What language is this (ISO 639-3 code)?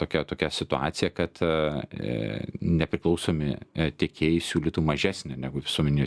lit